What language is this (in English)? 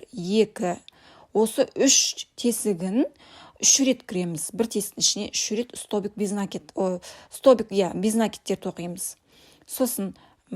Kazakh